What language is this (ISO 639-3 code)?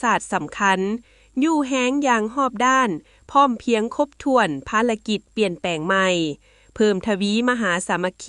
lao